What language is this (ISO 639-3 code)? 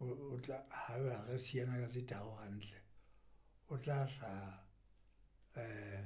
sot